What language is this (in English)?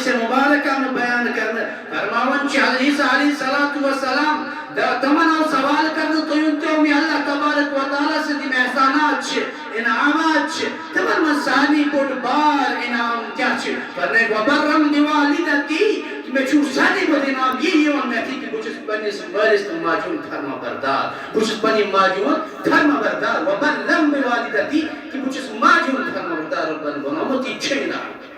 Kashmiri